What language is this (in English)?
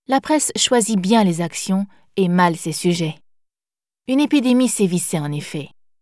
French